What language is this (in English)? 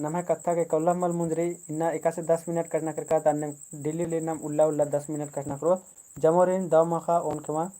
Kurukh